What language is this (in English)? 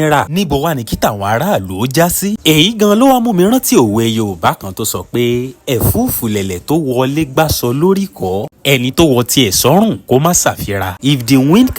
Yoruba